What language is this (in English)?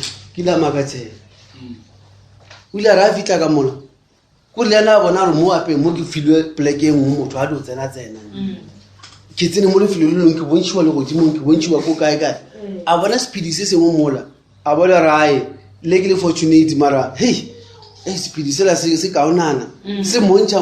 Northern Sotho